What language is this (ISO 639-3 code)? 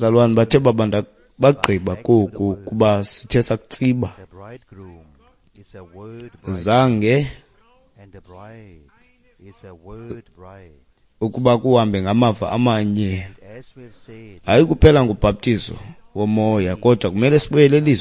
xho